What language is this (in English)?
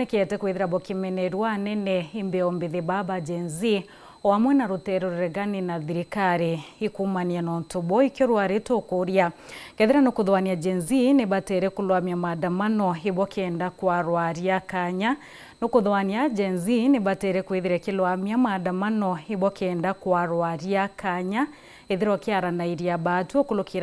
Meru